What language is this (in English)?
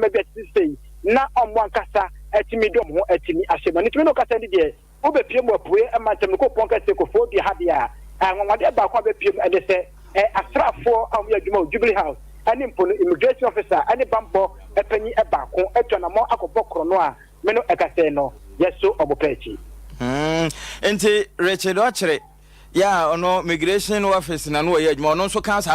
Akan